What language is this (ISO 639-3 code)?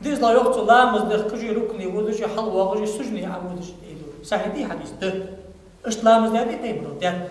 inh